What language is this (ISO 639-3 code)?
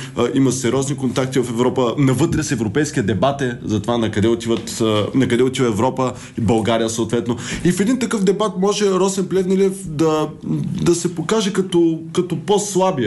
bul